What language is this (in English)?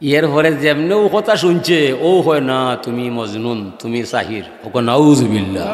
Sylheti